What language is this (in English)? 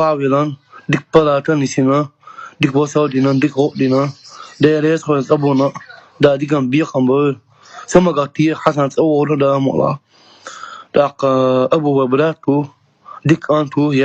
Chechen